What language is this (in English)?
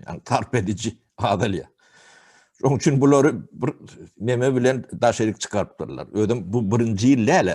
Turkmen